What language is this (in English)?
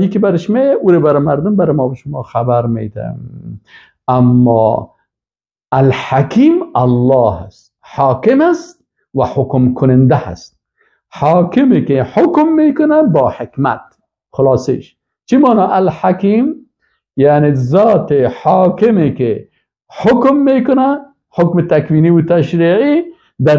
Persian